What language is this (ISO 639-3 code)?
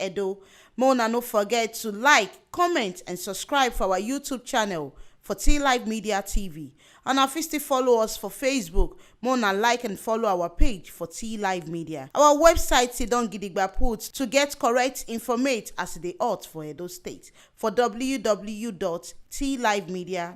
pcm